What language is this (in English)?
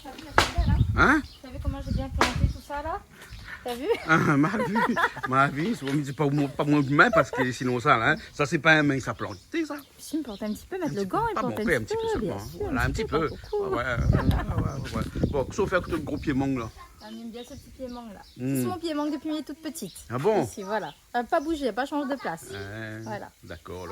Réunion Creole French